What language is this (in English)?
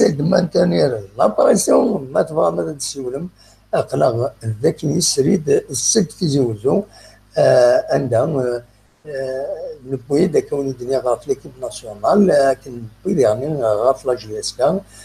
Kabyle